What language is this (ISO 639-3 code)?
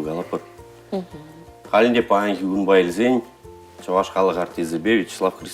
chv